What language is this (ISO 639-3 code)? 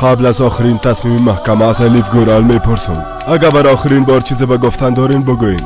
fas